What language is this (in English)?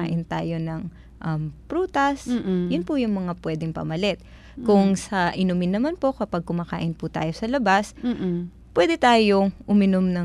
Filipino